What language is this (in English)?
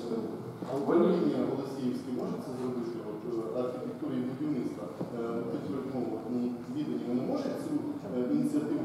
Ukrainian